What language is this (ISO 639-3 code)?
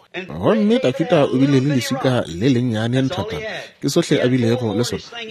nso